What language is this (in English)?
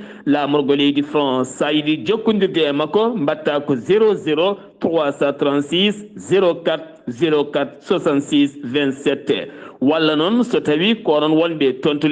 Fula